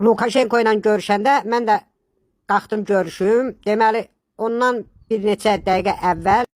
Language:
Azerbaijani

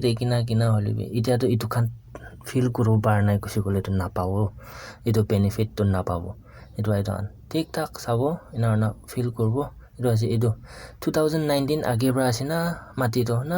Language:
Naga Pidgin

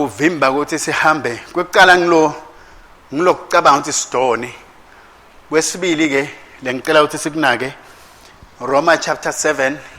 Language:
Swati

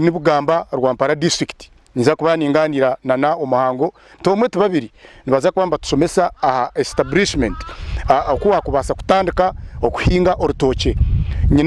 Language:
Nyankole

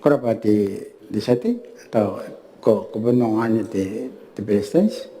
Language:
Gilbertese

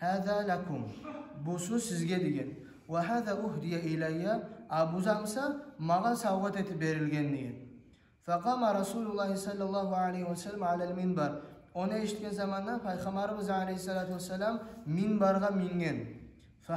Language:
Kumyk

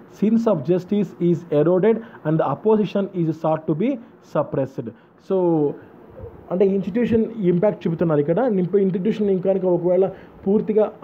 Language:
Telugu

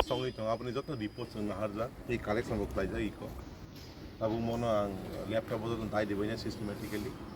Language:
Kok Borok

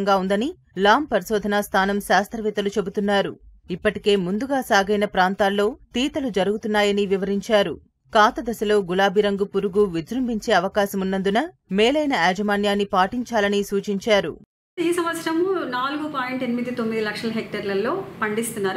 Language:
Telugu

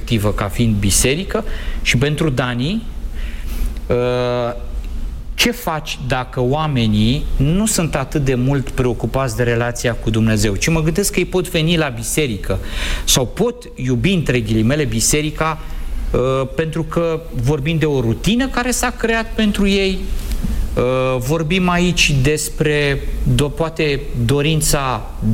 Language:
Romanian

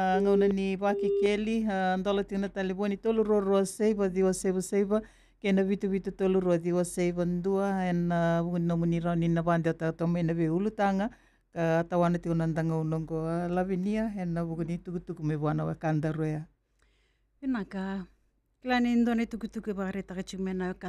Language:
Fijian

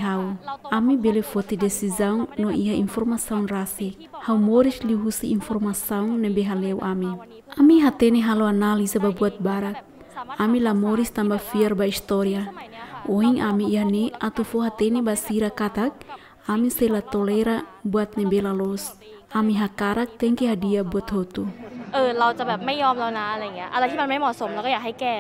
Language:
Tetum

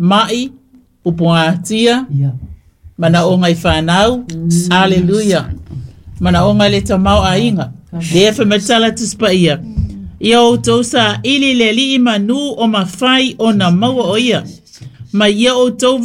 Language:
Samoan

